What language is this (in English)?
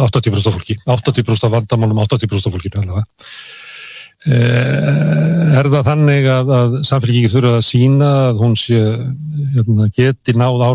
Icelandic